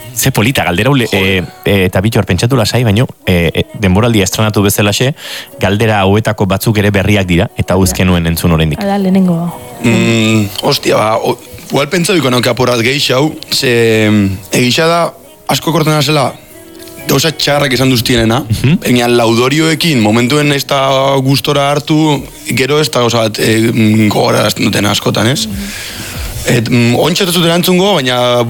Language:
Basque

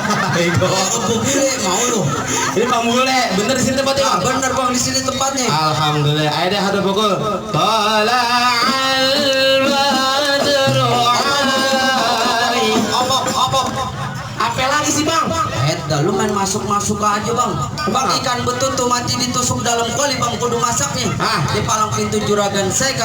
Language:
Betawi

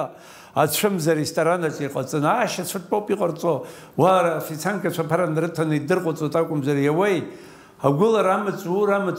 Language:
Abkhazian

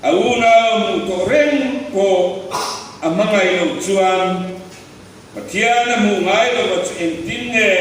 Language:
Mizo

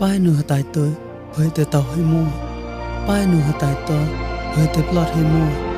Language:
Mon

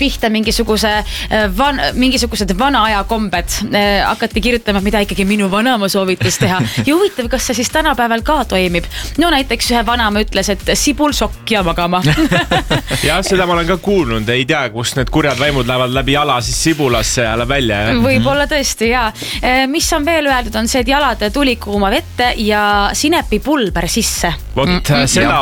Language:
Estonian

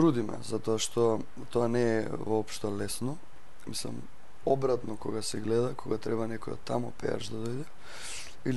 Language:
Macedonian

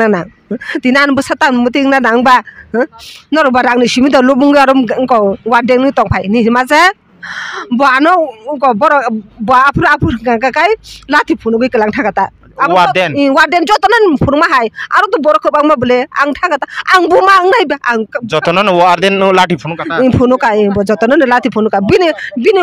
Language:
Kok Borok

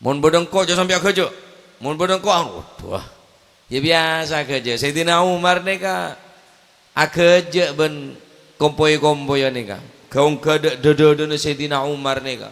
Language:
Madurese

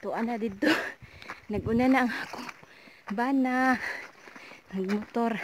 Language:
Cebuano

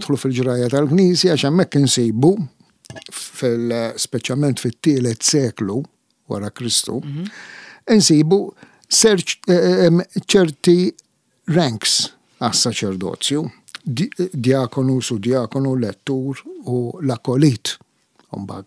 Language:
Maltese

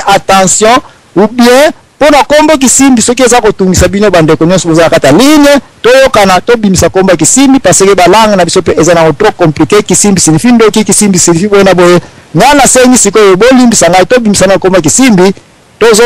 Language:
Lingala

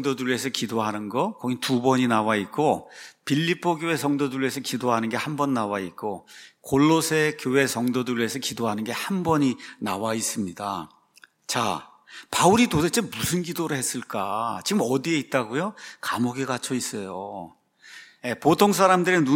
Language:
Korean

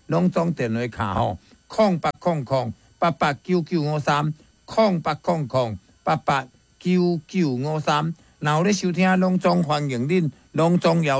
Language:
Min Nan Chinese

